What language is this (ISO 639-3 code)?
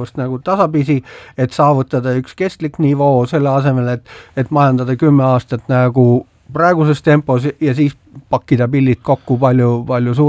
est